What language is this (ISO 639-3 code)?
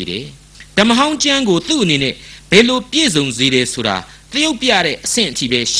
mya